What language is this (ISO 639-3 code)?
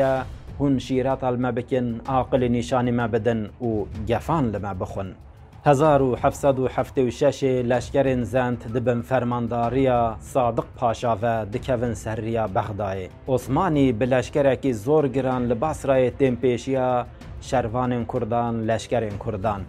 kur